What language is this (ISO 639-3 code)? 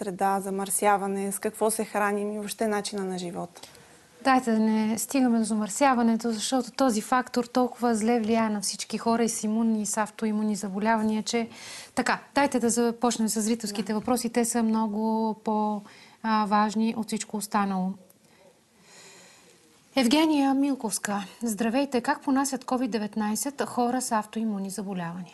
bul